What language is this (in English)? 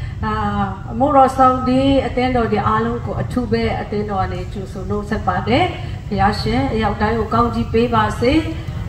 Burmese